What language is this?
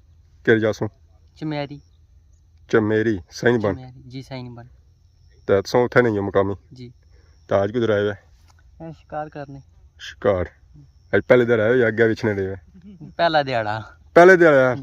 Pahari-Potwari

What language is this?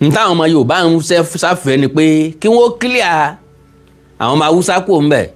Yoruba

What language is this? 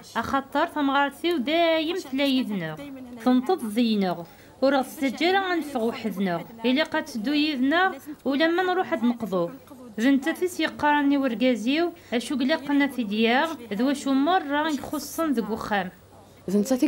Kabyle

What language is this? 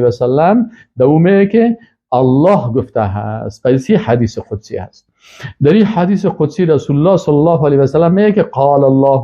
Persian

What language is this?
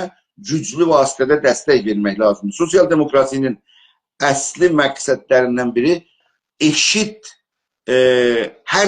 South Azerbaijani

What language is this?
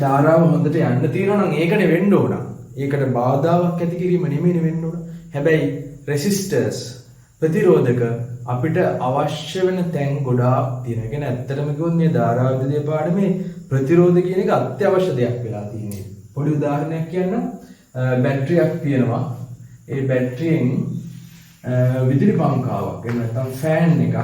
Sinhala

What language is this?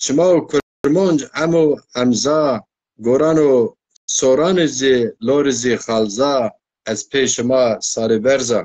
Zaza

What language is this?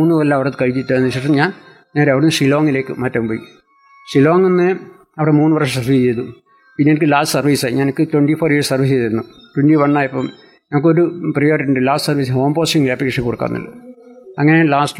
Malayalam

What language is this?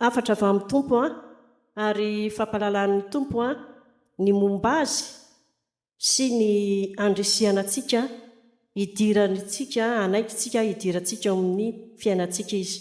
Malagasy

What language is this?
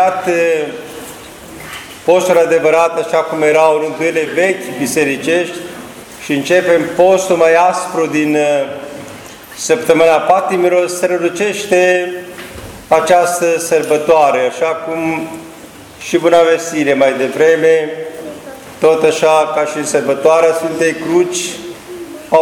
Romanian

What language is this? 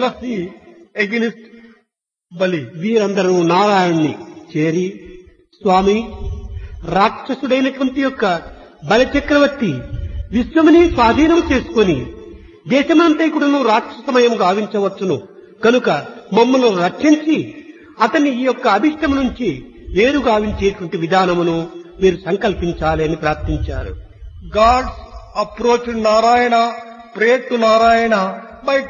Telugu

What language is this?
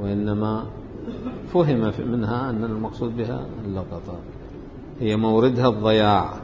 Mesopotamian Arabic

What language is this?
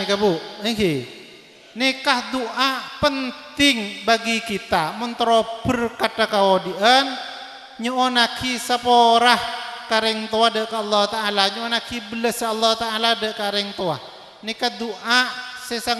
Madurese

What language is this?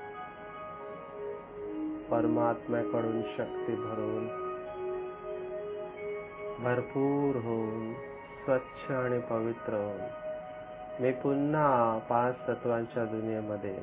Marathi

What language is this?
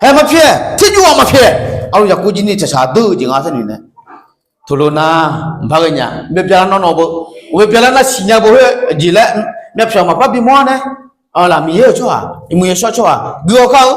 Akha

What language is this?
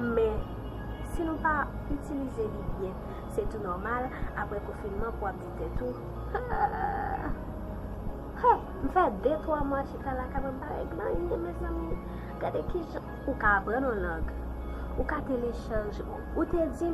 Haitian Creole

